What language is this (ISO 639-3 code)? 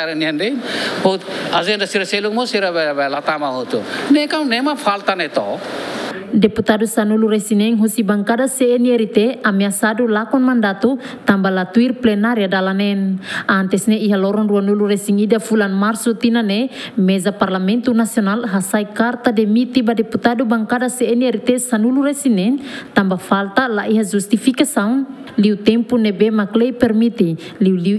tet